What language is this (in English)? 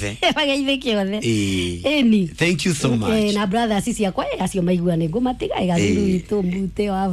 Kikuyu